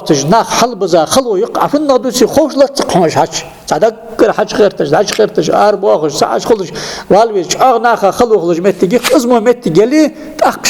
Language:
Ingush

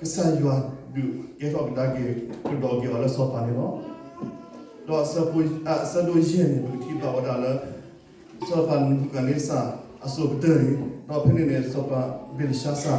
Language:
S'gaw Karen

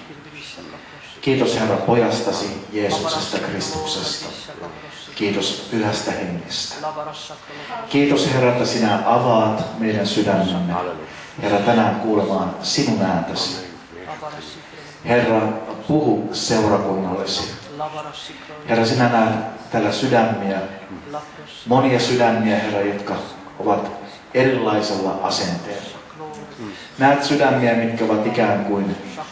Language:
Finnish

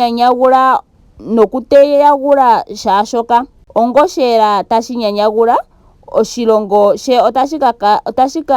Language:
Ndonga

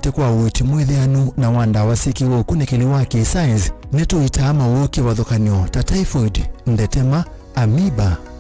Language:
Kamba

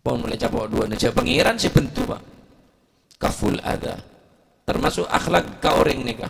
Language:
Madurese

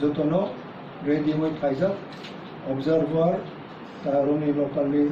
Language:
Kok Borok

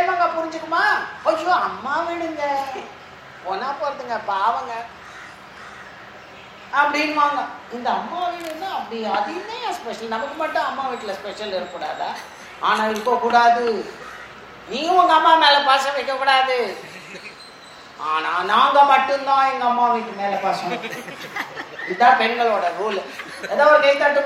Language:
Tamil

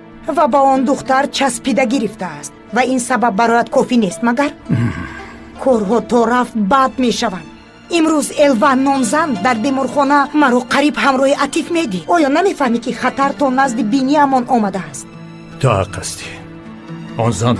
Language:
Tajik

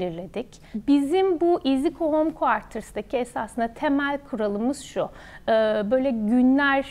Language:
Turkish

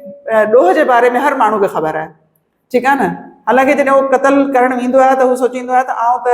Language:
Sindhi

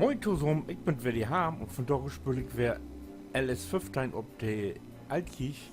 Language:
Low German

